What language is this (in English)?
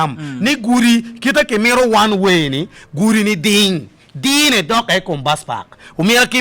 Acoli